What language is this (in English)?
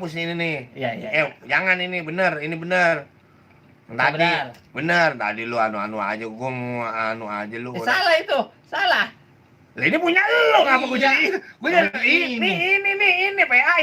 Betawi